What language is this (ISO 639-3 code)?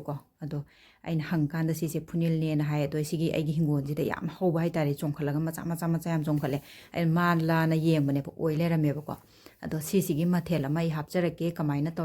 mni